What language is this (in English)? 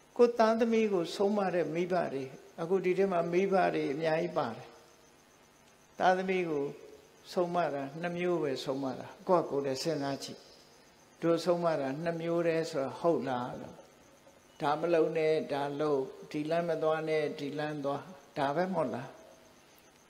Burmese